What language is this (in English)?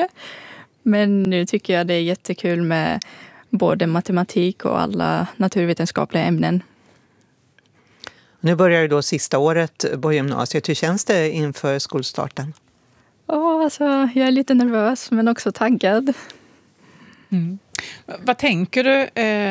Swedish